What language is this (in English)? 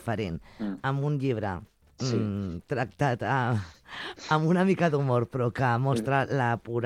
Catalan